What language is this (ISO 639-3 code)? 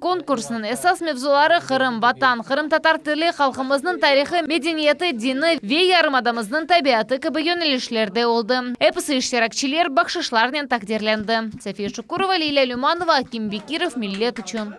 crh